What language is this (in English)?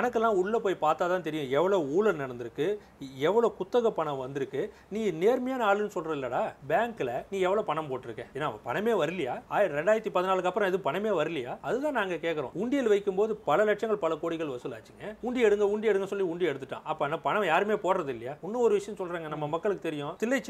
Tamil